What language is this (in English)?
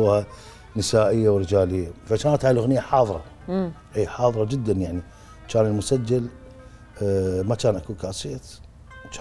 Mesopotamian Arabic